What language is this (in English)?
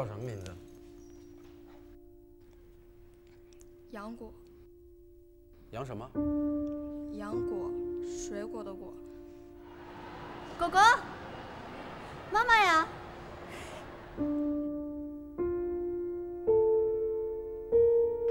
Chinese